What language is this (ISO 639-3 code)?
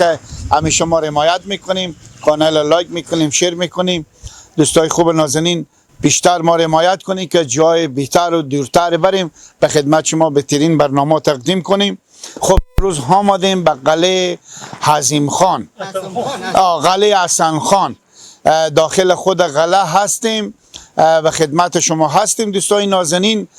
fas